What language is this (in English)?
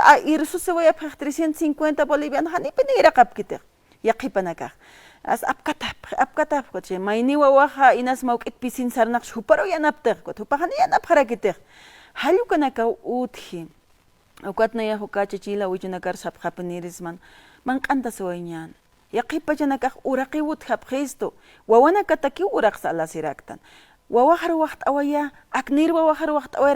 Aymara